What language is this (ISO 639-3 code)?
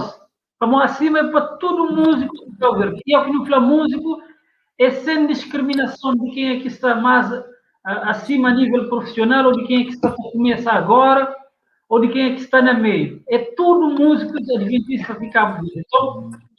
kea